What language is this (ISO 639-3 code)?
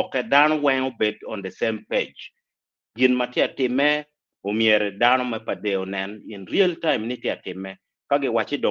ach